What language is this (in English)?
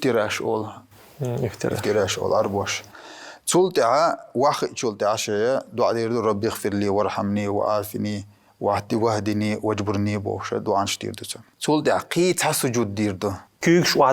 Chechen